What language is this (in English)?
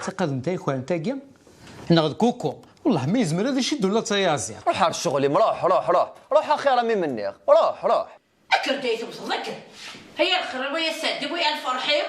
Kabyle